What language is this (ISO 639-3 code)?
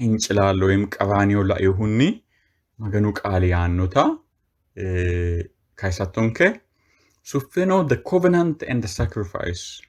sid